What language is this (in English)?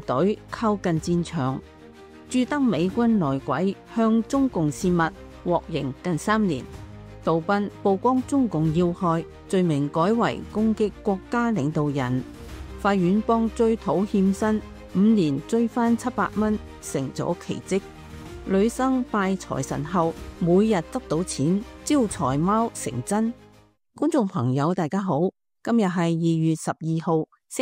Cantonese